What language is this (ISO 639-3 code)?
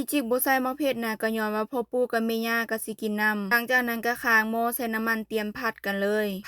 lao